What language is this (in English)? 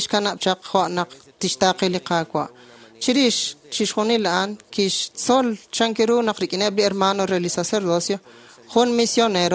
Kekchí